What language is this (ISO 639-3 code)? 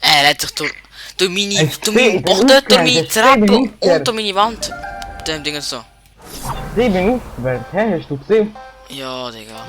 gsw